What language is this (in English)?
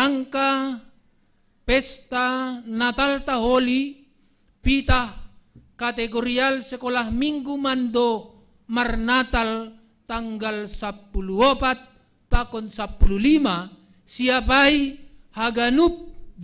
Batak Simalungun